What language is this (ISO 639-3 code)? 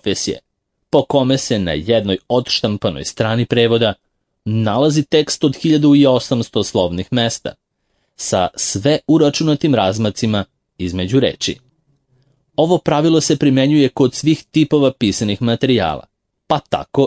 srp